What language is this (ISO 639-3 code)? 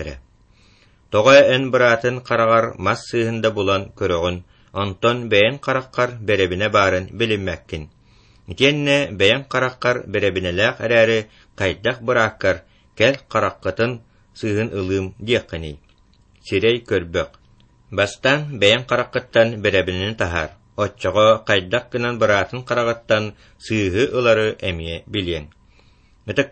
sah